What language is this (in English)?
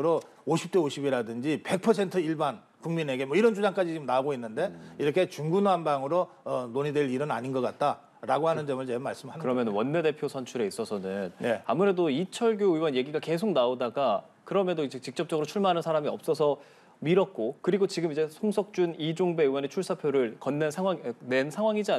Korean